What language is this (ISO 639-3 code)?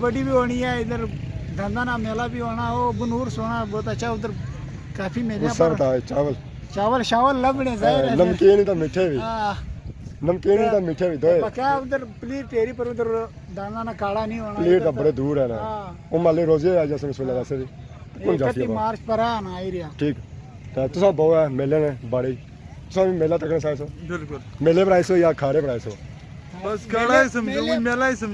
phr